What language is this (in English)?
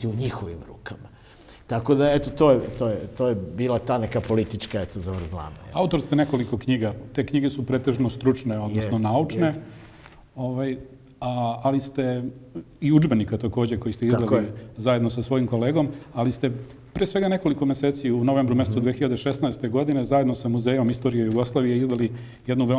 Serbian